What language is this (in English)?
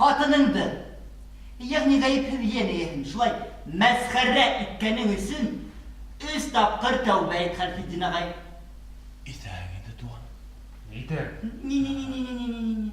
Bashkir